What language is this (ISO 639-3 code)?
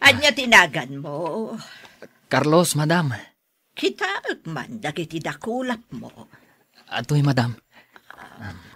ilo